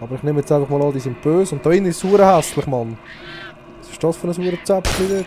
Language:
Swiss German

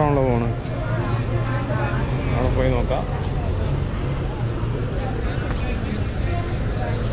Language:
Malayalam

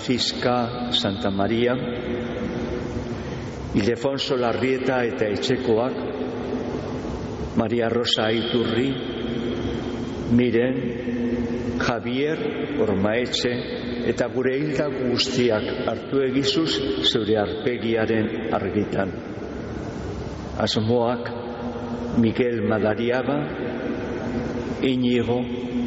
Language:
Basque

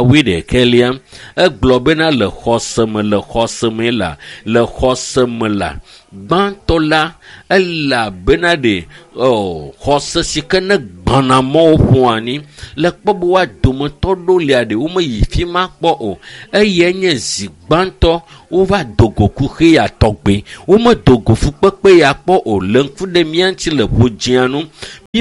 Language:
Ewe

